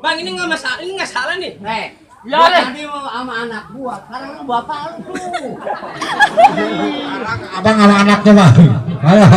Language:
Betawi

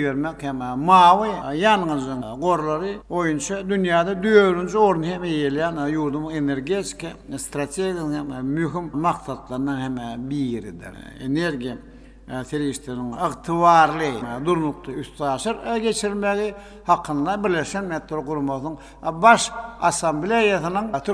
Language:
Turkmen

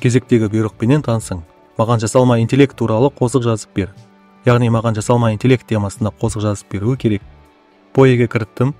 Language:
Kara-Kalpak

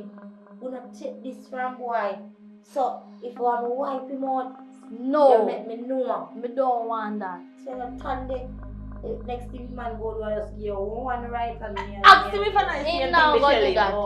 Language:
Jamaican Creole English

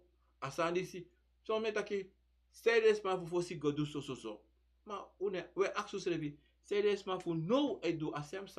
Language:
Sranan Tongo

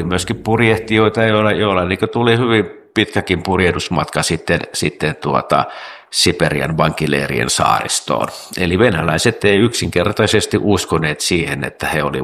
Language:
Finnish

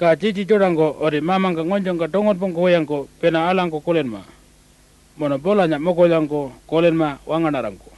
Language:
Pitjantjatjara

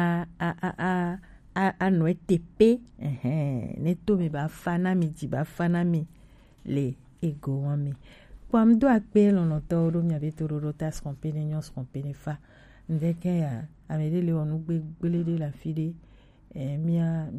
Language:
Gen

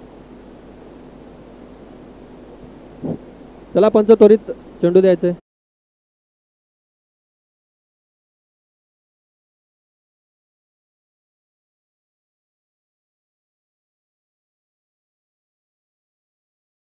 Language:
Marathi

